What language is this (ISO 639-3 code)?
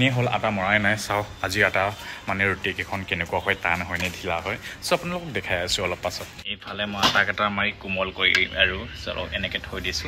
asm